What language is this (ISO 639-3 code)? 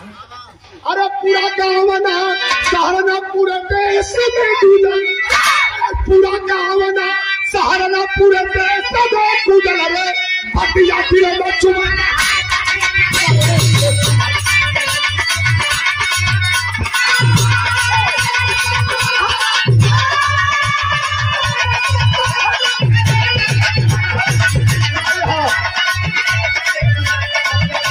bho